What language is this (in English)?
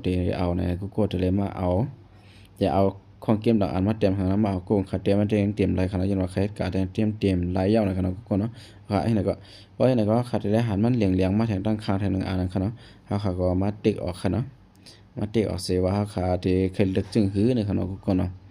Shan